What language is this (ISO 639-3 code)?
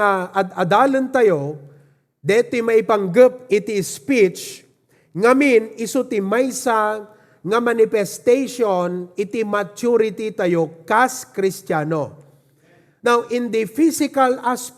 ilo